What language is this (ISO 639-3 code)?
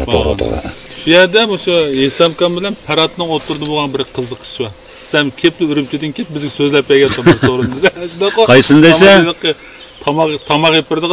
uig